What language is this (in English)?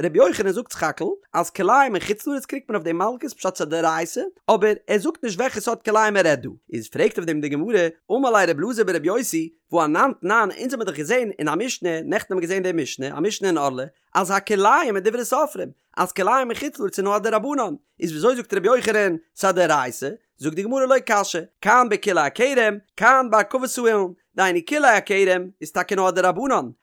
Yiddish